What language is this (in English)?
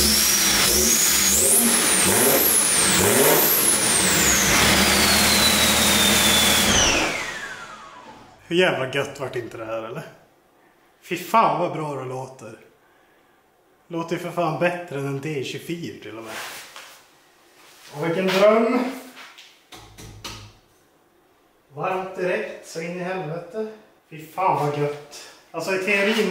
Swedish